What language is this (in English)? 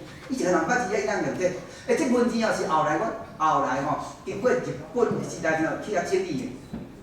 Min Nan Chinese